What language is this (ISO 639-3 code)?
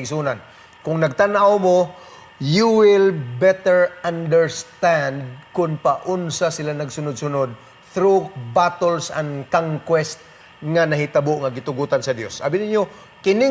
ceb